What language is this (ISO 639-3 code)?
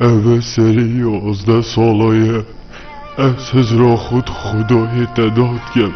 kur